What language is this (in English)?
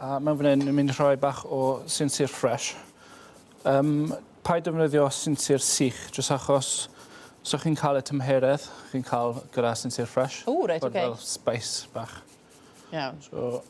Welsh